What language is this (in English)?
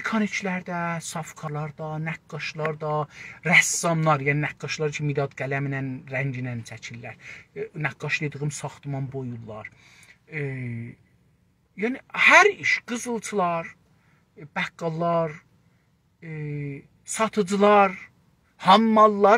South Azerbaijani